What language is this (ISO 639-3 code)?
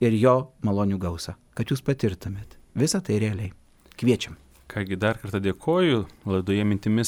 lit